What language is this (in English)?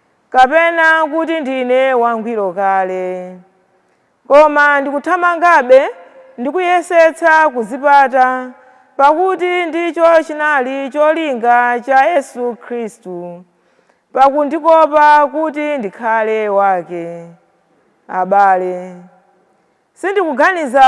Nyanja